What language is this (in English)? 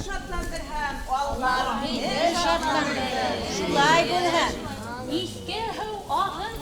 Bashkir